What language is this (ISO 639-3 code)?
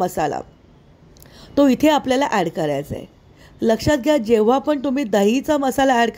mar